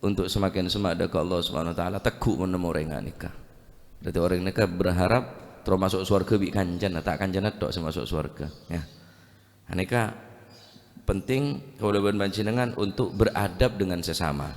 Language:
Madurese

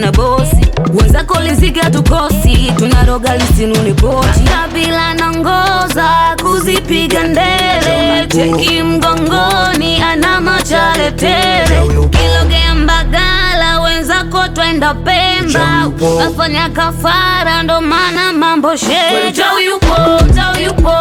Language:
Swahili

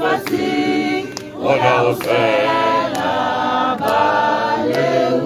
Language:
Tswana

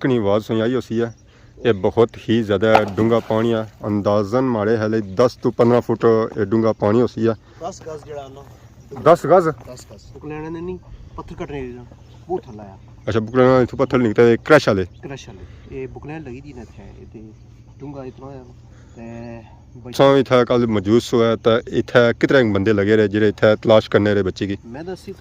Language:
Pahari-Potwari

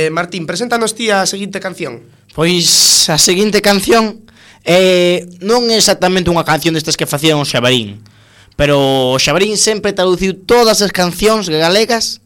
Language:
Galician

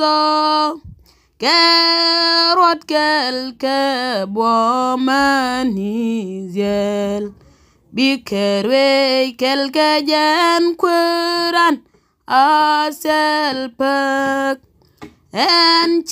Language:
Nuer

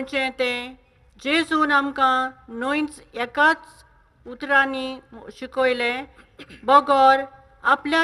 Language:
Konkani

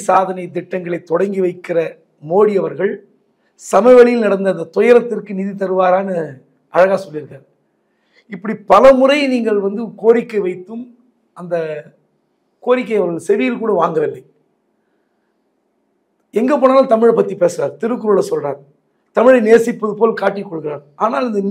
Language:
Tamil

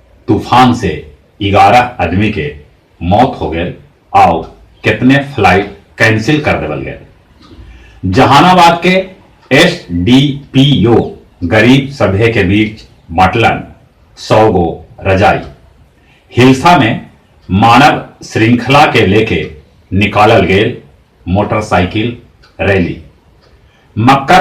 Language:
Magahi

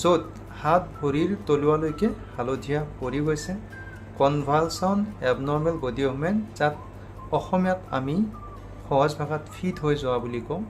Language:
Assamese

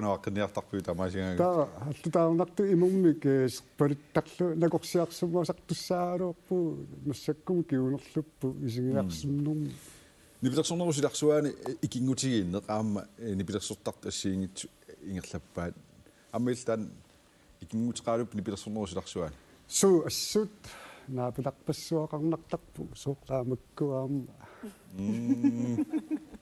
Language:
Kalaallisut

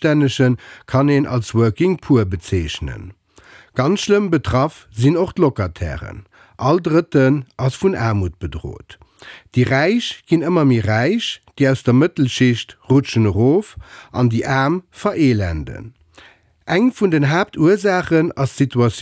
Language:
Luxembourgish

